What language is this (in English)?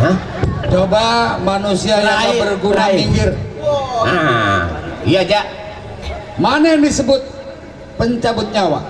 Betawi